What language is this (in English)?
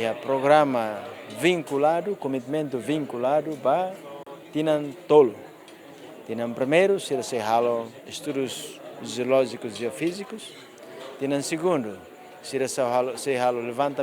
Tetum